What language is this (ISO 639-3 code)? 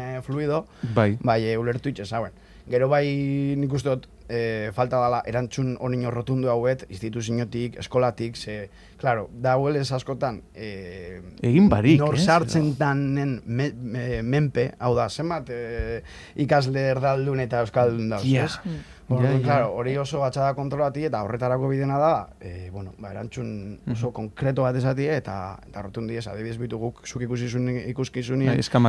eus